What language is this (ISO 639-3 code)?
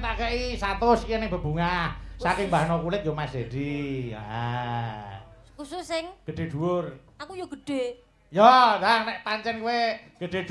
jav